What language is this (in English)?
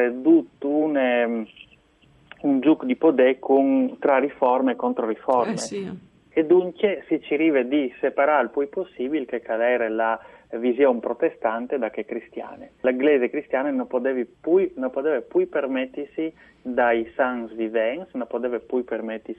Friulian